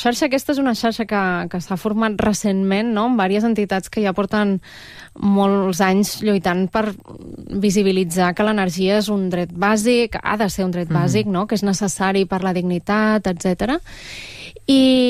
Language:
Catalan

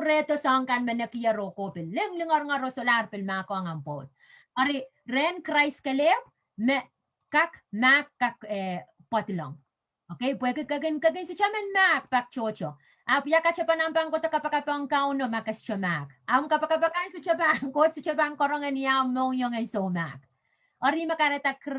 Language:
Pohnpeian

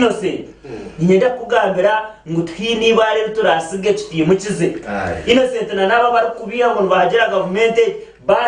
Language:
Nyankole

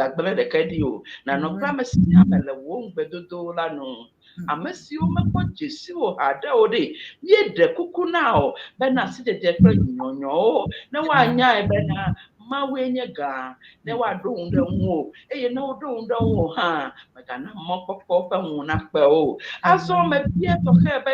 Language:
Ewe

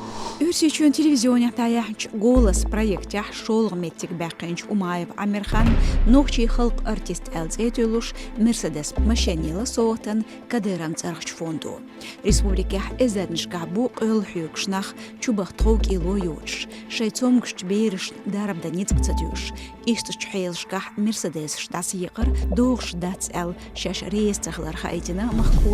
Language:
Chechen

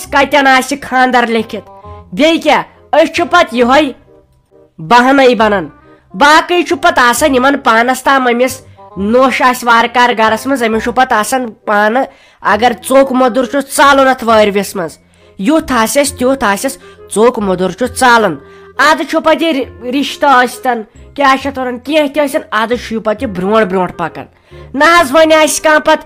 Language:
Kashmiri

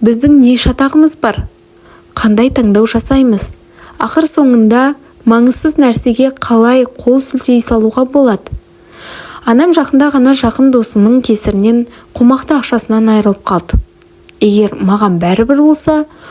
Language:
Kazakh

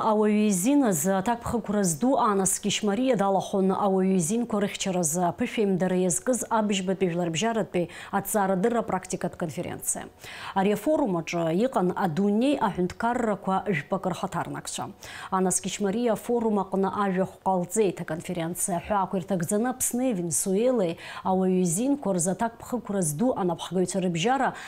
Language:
Abkhazian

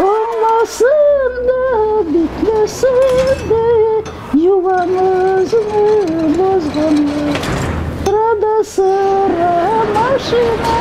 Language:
Crimean Tatar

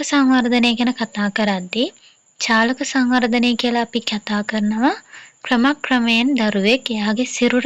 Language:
Sinhala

